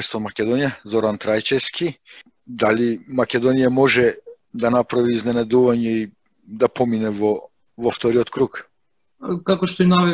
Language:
Macedonian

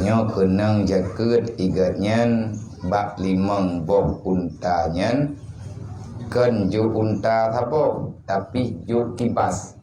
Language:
Achinese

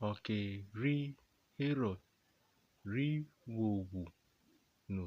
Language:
Urhobo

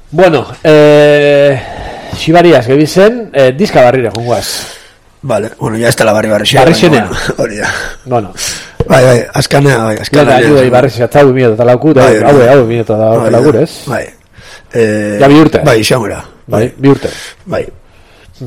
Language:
Basque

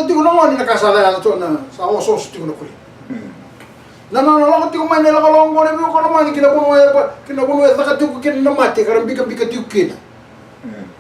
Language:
Fijian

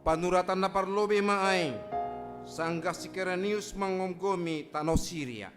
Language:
Batak Simalungun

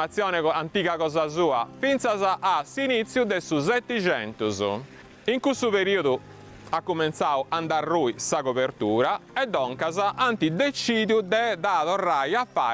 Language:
Sardinian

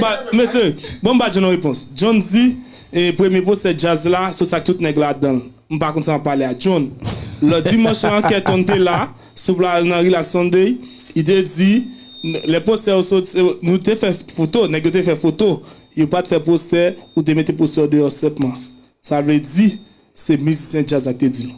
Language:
Haitian Creole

